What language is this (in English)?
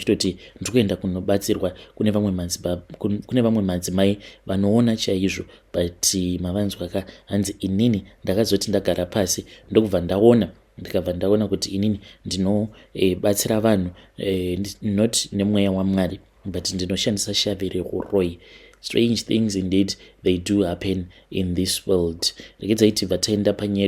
Shona